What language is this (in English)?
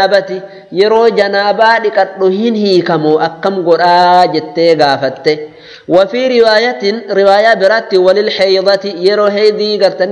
Oromo